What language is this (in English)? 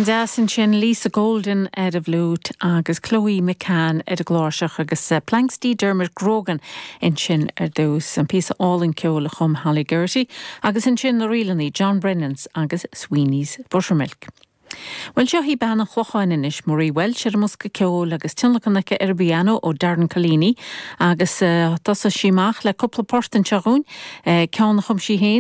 Irish